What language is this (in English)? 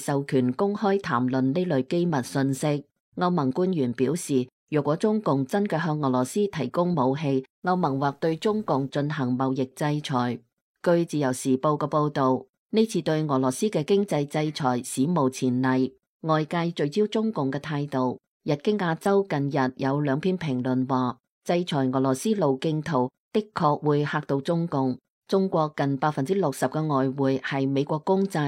Cantonese